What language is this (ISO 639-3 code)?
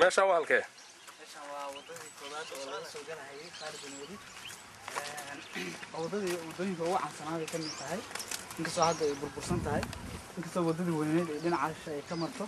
som